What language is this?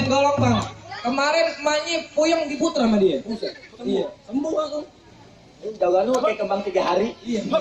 Betawi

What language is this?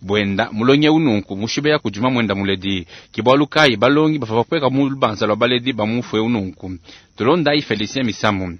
Luba-Lulua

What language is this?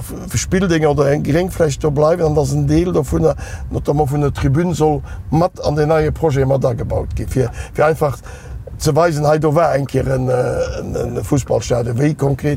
Luxembourgish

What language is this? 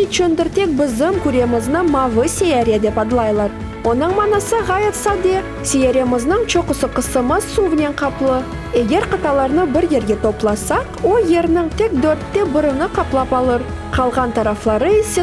Crimean Tatar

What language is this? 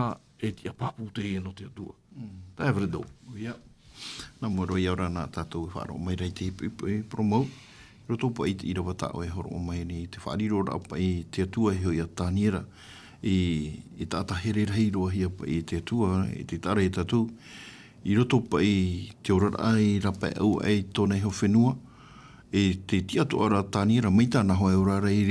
Tahitian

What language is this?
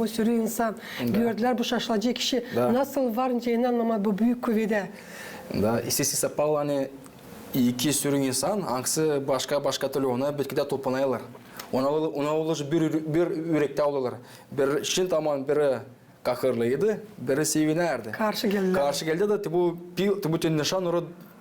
Gagauz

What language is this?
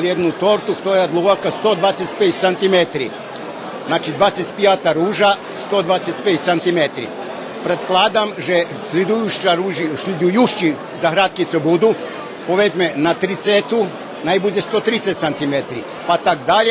Rusyn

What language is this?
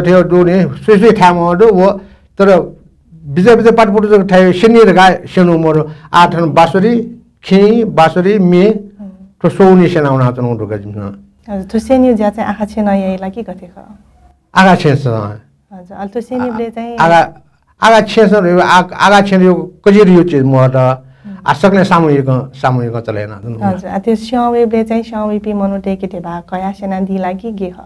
Newari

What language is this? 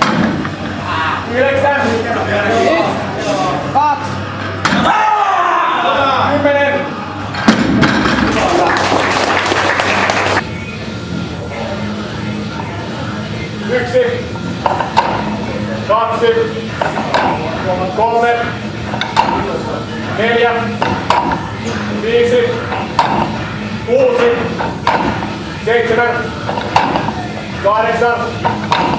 Finnish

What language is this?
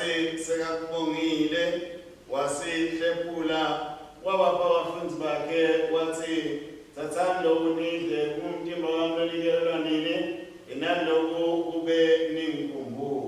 Swati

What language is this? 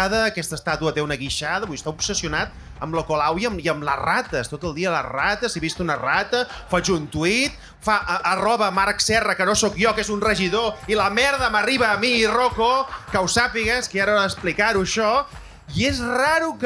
Catalan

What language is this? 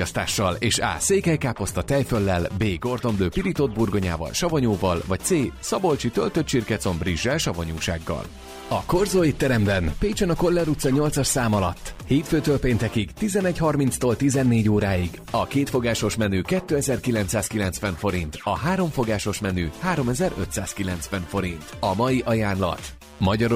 Hungarian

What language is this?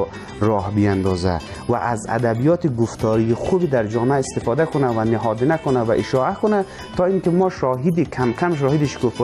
Persian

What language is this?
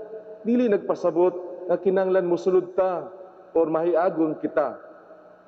Cebuano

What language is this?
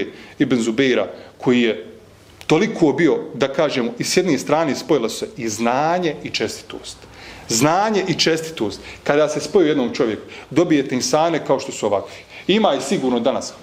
Bosnian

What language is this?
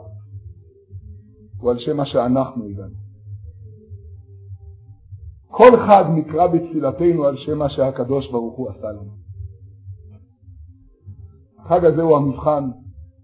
Hebrew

